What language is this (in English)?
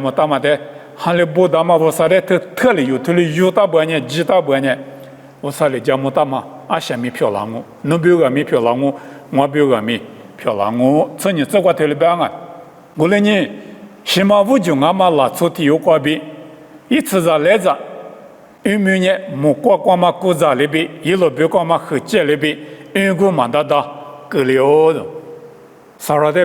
Lisu